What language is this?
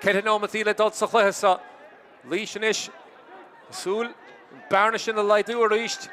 Irish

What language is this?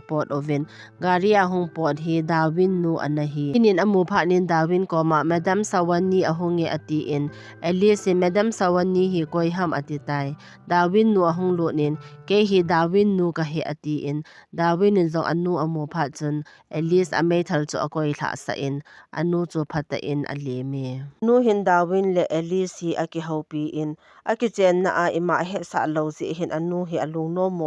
Thado Chin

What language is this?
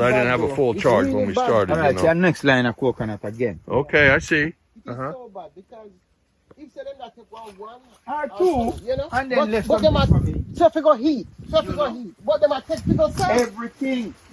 Jamaican Creole English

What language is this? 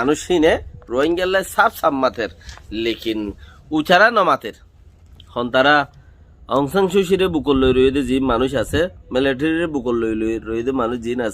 Rohingya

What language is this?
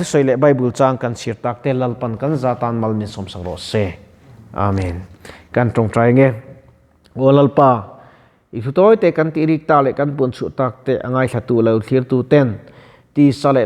Mizo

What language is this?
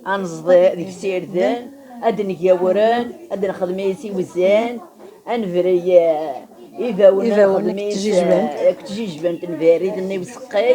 Kabyle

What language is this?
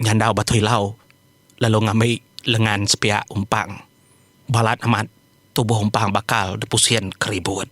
Iban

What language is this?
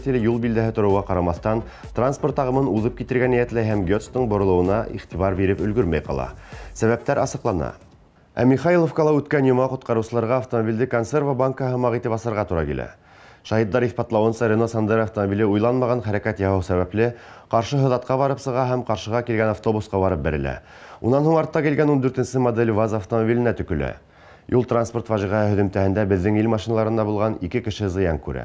Bashkir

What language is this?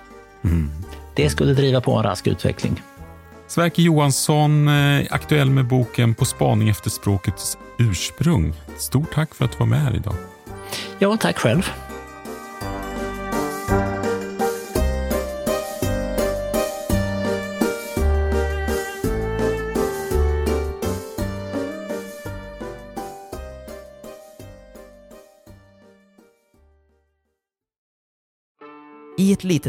Swedish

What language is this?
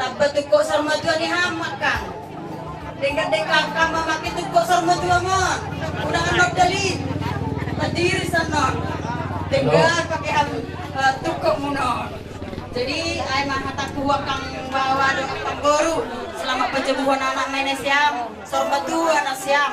Batak Toba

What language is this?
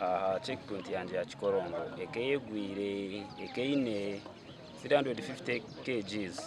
Nyankole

